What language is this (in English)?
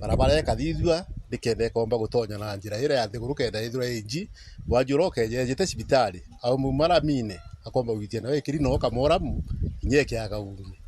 Meru